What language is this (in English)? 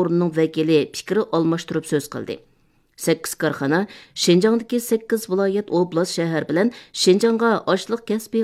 Uyghur